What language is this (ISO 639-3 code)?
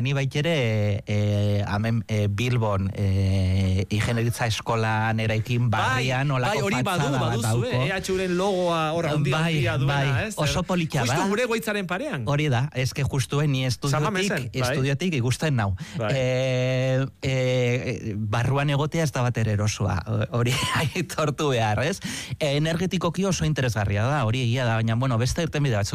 eus